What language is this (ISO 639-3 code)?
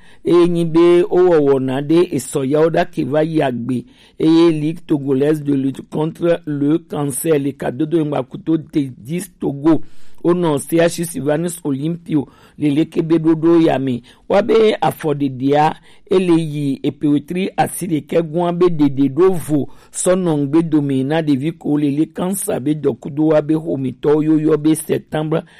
gej